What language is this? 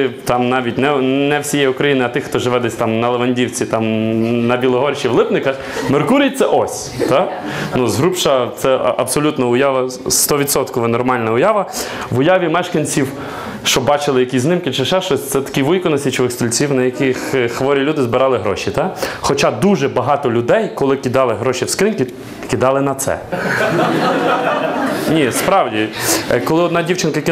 Ukrainian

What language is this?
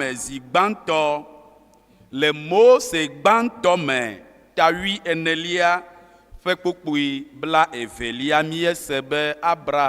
Ewe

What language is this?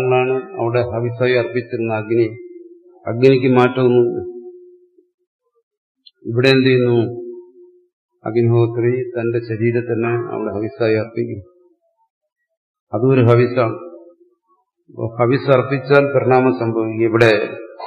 Malayalam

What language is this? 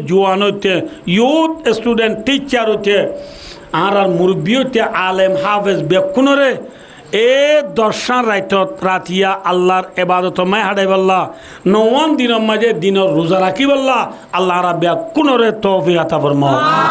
Rohingya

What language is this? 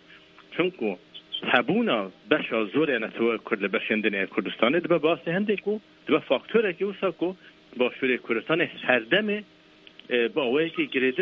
Kurdish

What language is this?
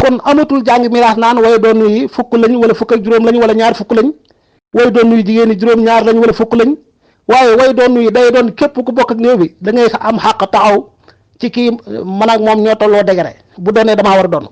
Wolof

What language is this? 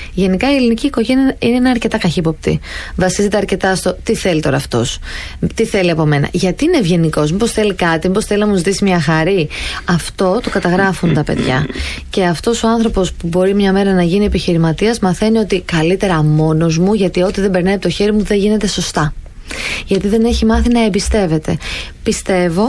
Greek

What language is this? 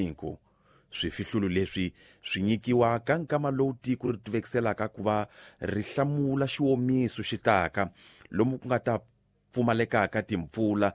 Tsonga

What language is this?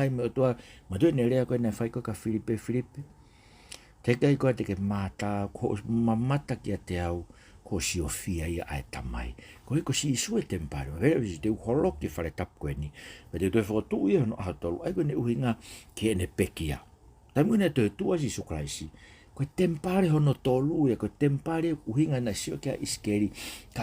Tongan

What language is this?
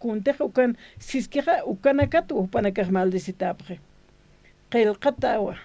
Aymara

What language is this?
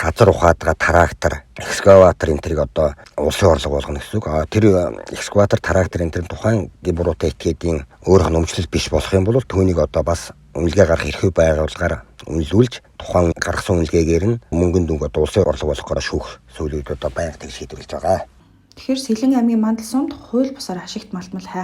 Mongolian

